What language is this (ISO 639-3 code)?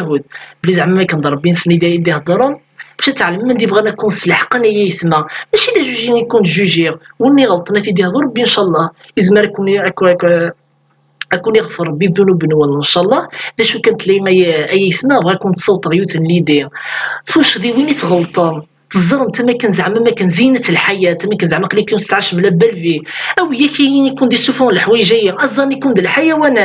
kab